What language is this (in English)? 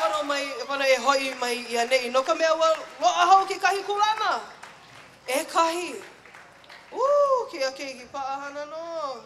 Hawaiian